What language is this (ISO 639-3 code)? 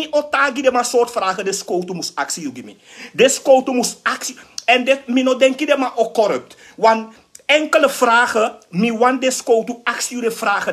srn